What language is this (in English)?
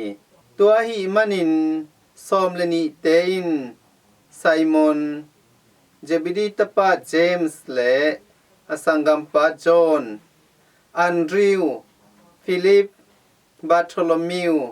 Tedim Chin